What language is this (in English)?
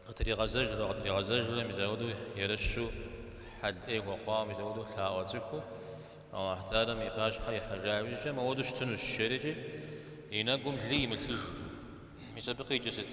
Kabardian